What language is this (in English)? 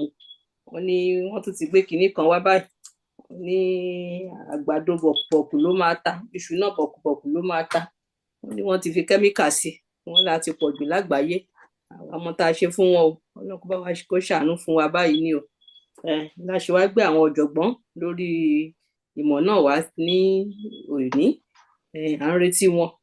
Yoruba